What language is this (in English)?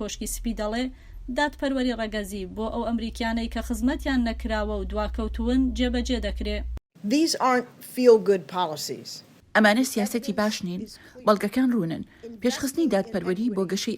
Central Kurdish